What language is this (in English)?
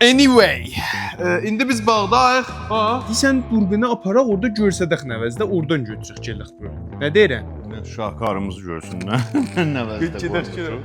South Azerbaijani